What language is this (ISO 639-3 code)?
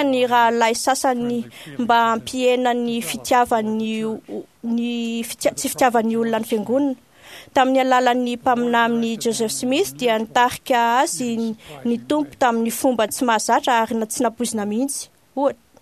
mlg